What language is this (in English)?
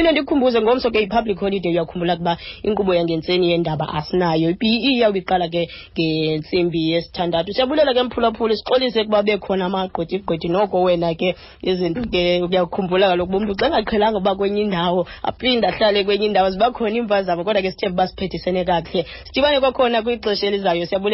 Xhosa